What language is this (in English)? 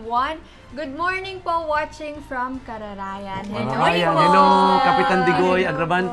Bikol